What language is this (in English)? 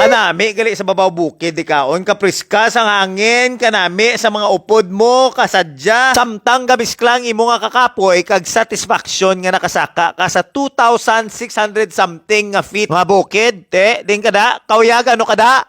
Hiligaynon